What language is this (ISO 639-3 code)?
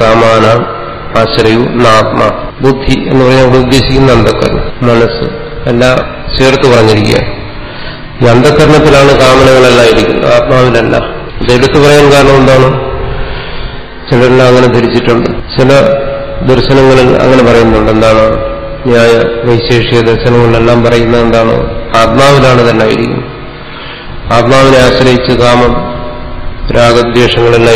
mal